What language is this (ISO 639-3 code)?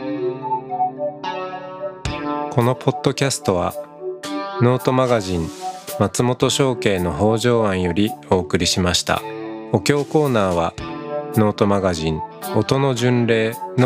jpn